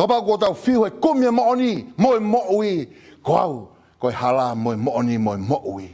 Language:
Tongan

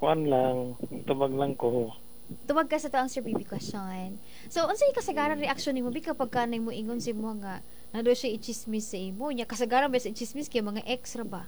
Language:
Cebuano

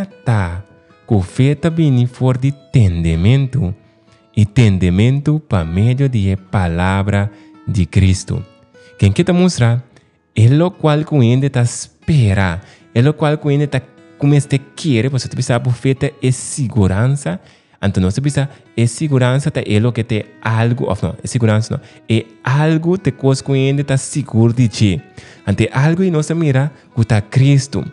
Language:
Papiamento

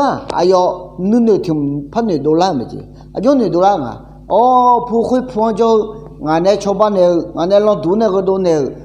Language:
Akha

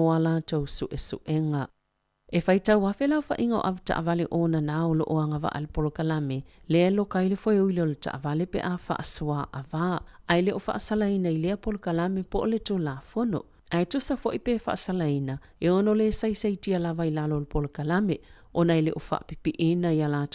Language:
Samoan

